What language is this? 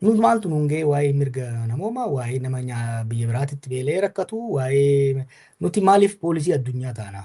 Oromo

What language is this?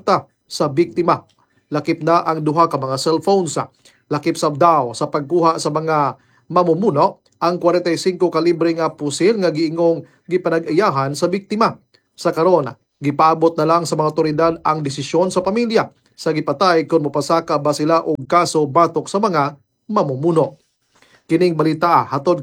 Cebuano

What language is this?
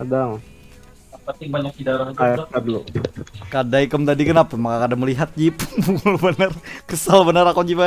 Banjar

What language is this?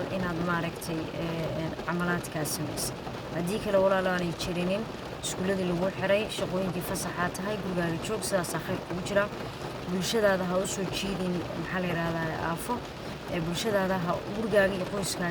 Somali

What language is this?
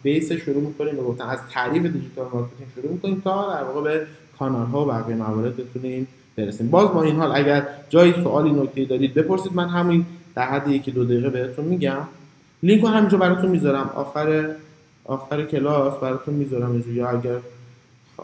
Persian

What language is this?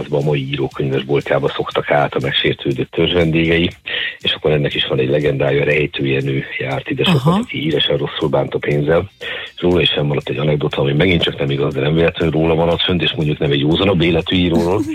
Hungarian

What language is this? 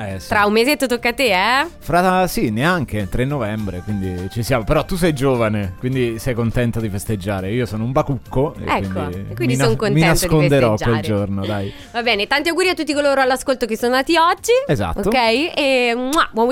Italian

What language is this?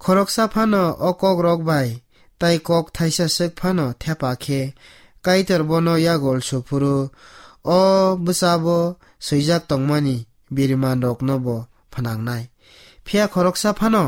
Kok Borok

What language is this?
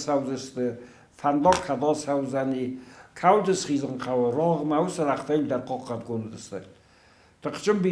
Ossetic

